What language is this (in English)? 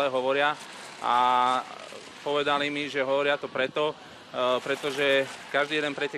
Slovak